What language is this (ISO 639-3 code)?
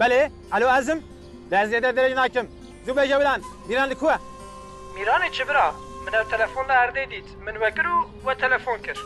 kur